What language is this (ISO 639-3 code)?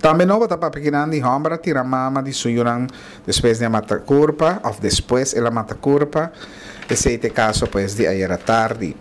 pap